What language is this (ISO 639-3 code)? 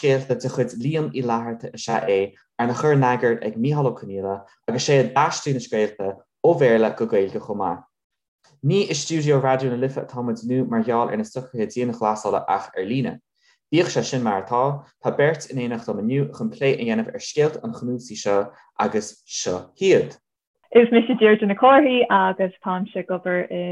gle